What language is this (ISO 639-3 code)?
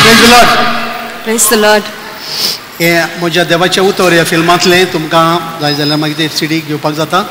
kok